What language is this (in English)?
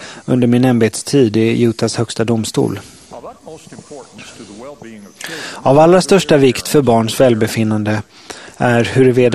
Swedish